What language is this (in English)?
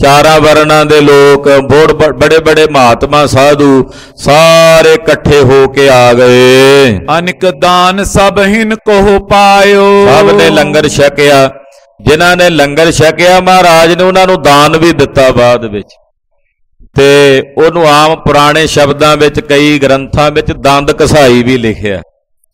Punjabi